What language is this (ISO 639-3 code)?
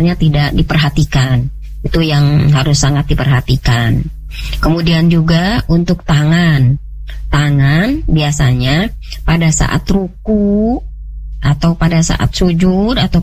ind